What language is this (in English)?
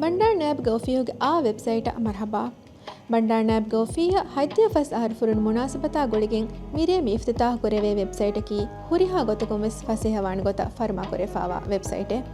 Divehi